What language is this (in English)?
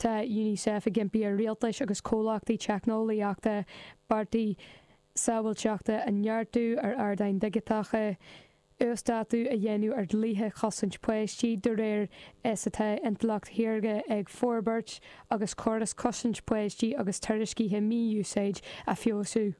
Irish